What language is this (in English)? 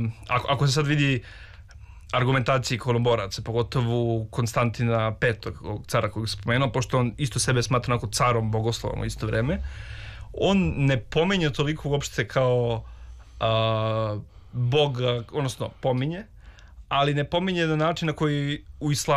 Serbian